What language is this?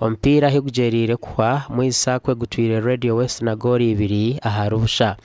Nyankole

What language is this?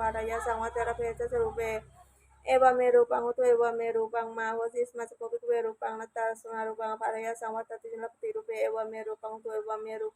Pali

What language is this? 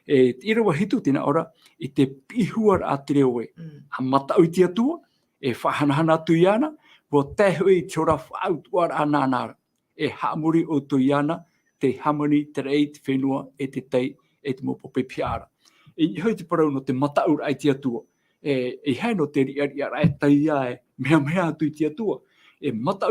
Tahitian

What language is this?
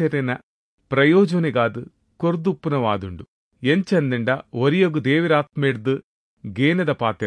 Tulu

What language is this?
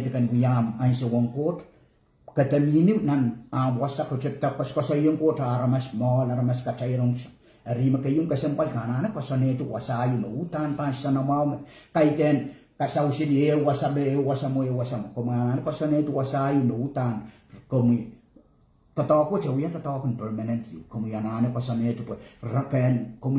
Pohnpeian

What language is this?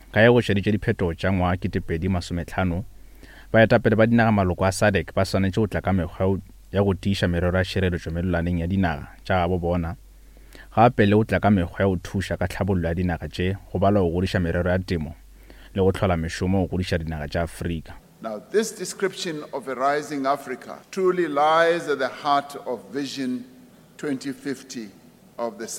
Northern Sotho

